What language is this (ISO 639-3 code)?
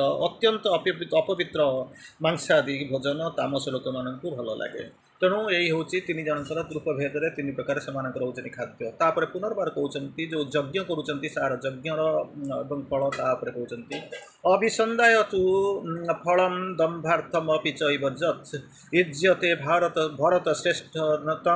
ori